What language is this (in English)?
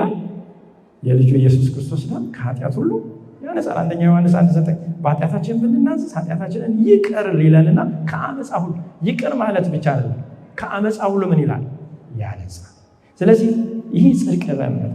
Amharic